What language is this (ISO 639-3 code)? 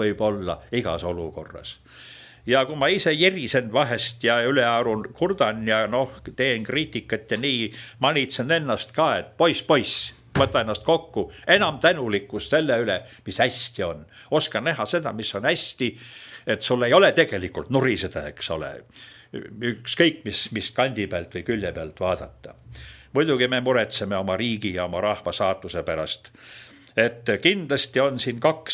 est